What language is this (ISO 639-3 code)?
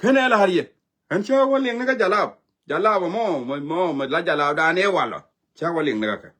nus